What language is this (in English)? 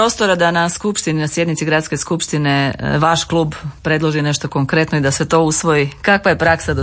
Croatian